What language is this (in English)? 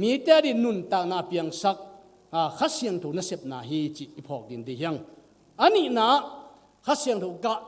Tedim Chin